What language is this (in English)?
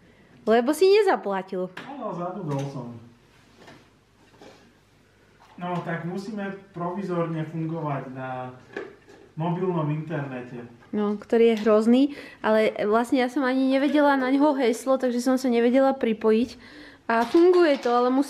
Slovak